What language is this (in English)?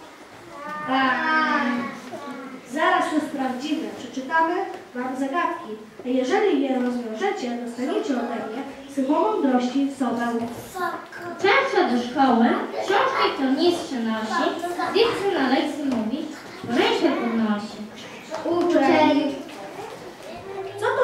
Polish